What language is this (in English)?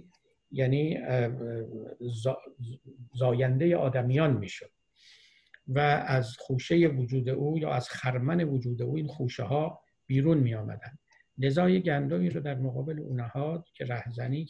Persian